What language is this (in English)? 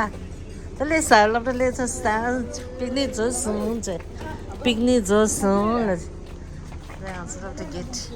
Tibetan